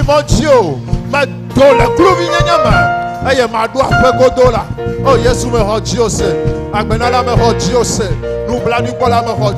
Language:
Ewe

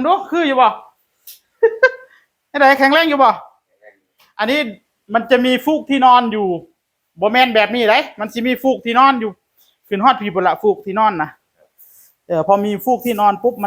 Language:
Northeastern Thai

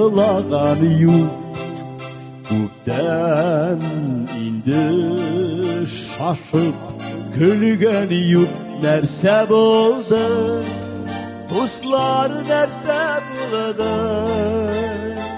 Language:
Tatar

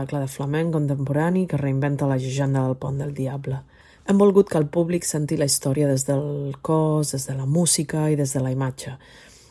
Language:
Catalan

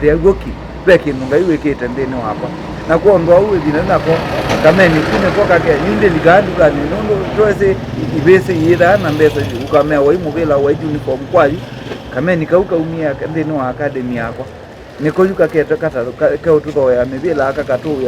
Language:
Kamba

